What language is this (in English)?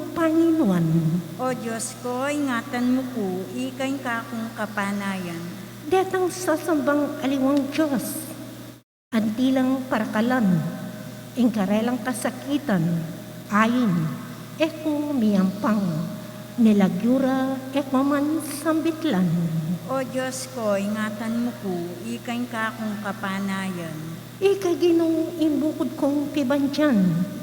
Pampanga